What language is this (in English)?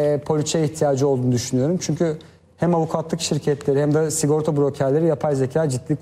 Turkish